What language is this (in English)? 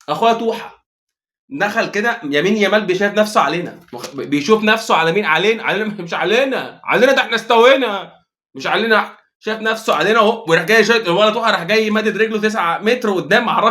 Egyptian Arabic